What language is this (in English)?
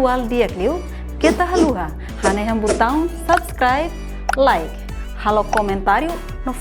Tetum